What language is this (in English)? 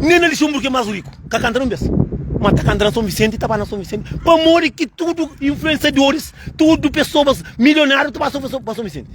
Kabuverdianu